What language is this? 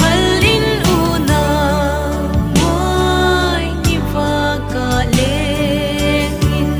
Paite Chin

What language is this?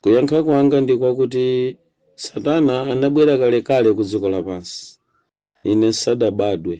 Nyanja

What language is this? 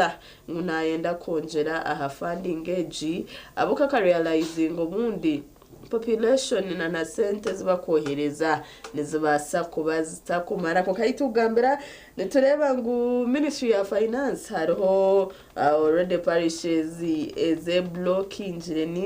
Nyankole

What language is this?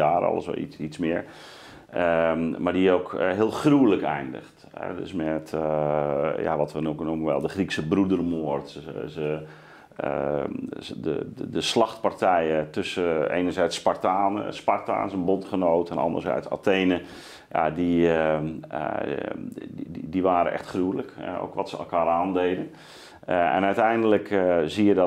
Dutch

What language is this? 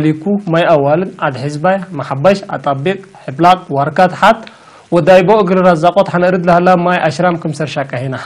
Tigre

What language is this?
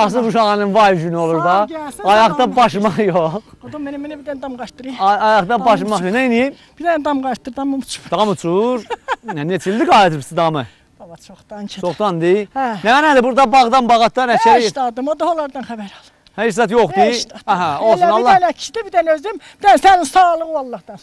South Azerbaijani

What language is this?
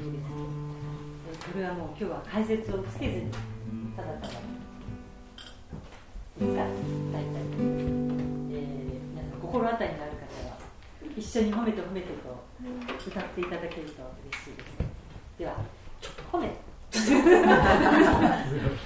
Japanese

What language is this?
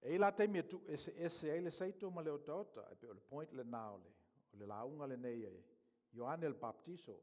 Samoan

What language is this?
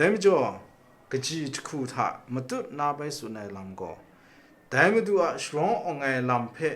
Kachin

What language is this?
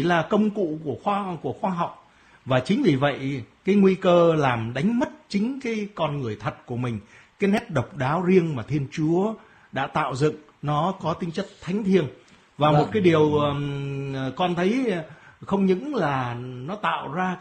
Vietnamese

